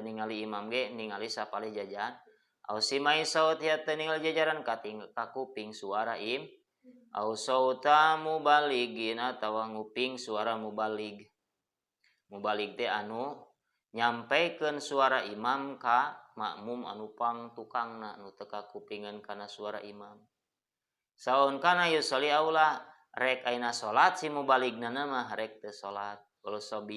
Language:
Sundanese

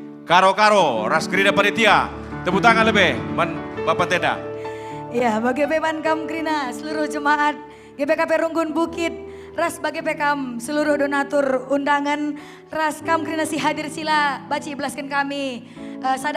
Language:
Batak Karo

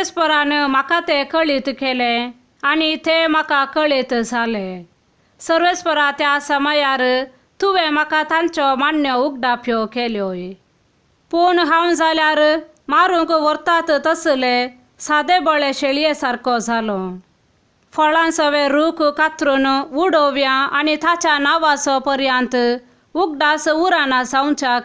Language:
Konkani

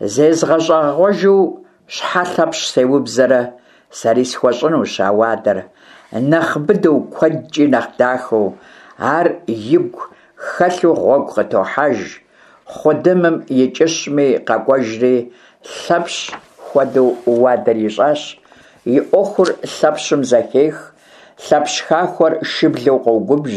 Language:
Kabardian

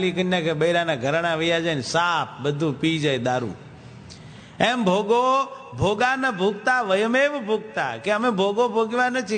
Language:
Gujarati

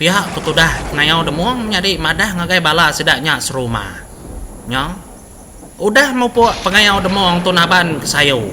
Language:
Iban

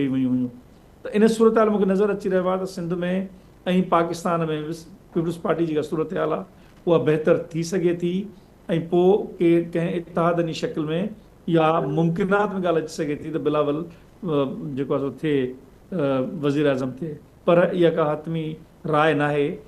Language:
Sindhi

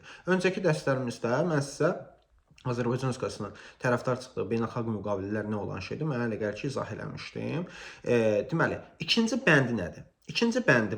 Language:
Azerbaijani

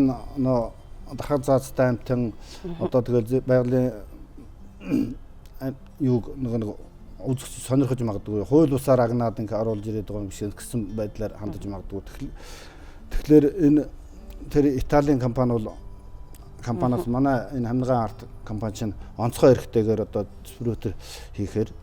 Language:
Mongolian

